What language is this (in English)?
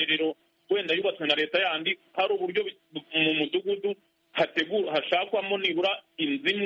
Kinyarwanda